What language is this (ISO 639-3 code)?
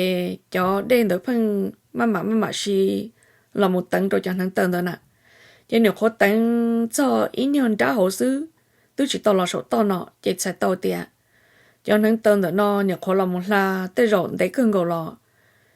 hmn